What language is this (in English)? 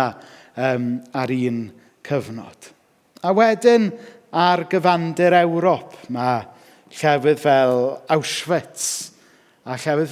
Welsh